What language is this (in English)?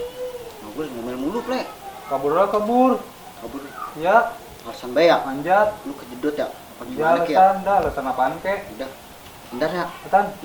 Betawi